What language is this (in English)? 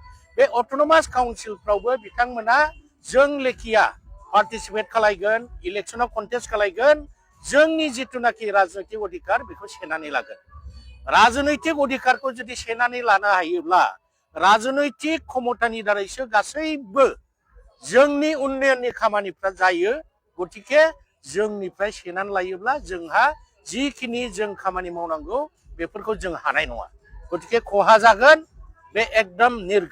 Bodo